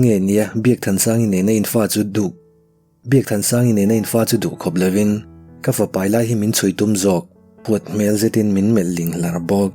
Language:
Mizo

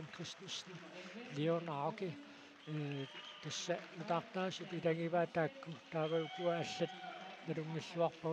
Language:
Kalaallisut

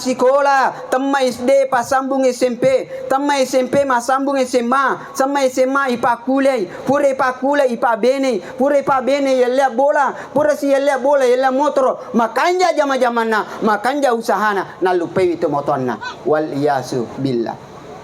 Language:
Buginese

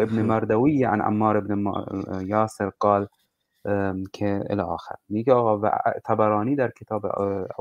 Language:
Persian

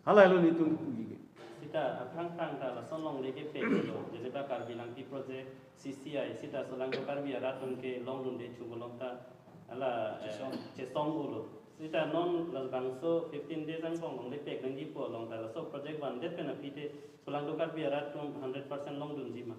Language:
Karbi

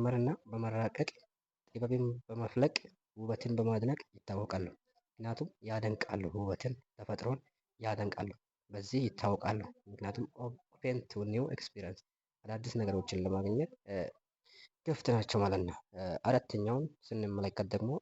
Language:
Amharic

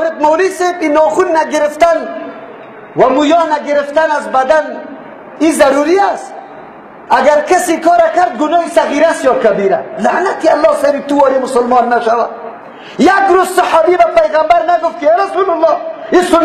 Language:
Tajik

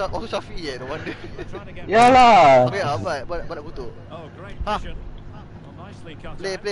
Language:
Malay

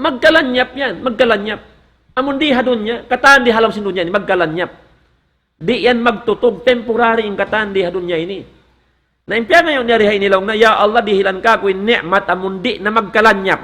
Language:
Tausug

